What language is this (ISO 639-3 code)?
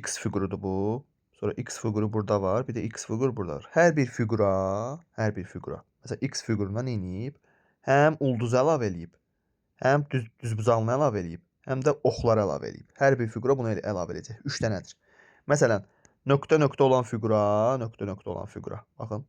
aze